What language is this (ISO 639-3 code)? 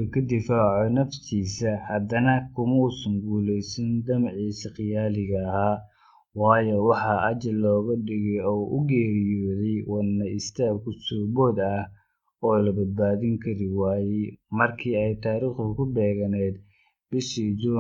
som